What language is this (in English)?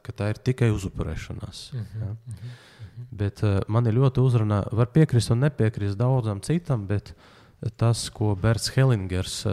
Latvian